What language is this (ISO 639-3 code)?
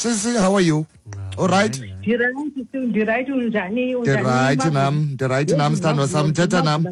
xho